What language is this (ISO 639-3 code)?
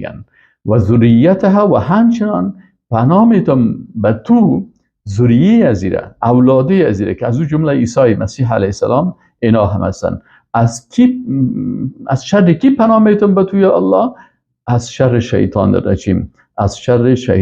fas